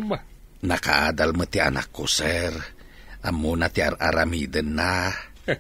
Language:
Iloko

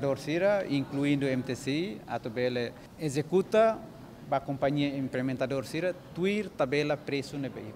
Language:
Tetum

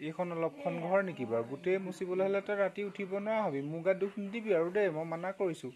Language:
Assamese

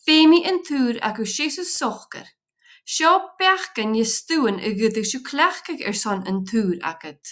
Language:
Scottish Gaelic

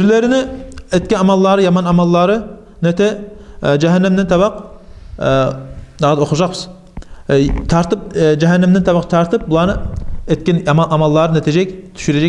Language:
Kumyk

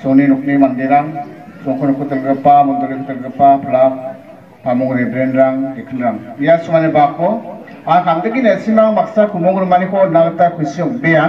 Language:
Garo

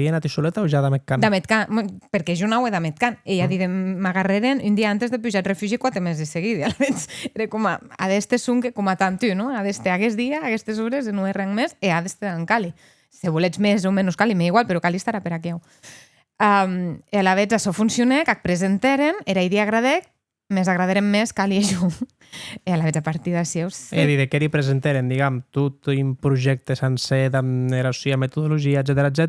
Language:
Occitan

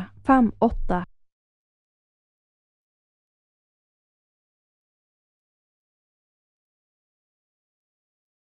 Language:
Norwegian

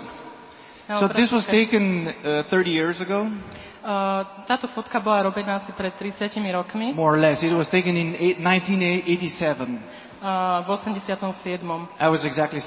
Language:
Slovak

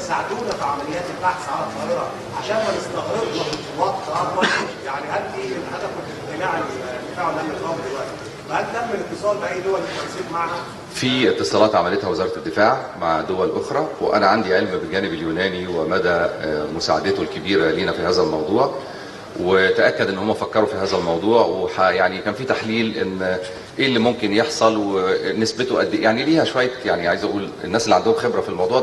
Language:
Egyptian Arabic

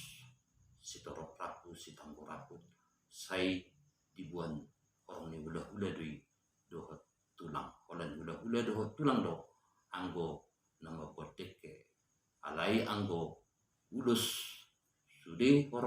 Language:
Batak Toba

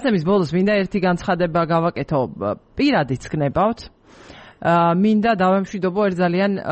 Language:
Georgian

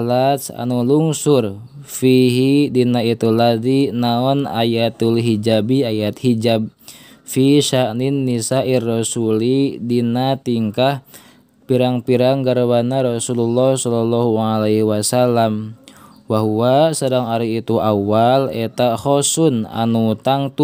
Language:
Sundanese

